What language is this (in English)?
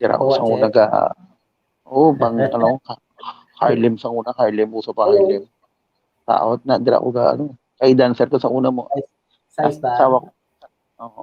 Hiligaynon